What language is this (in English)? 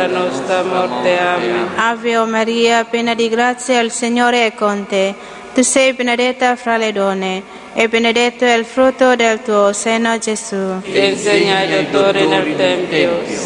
Italian